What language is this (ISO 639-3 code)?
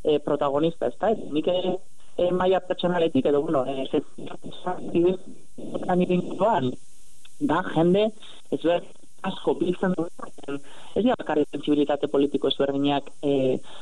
eus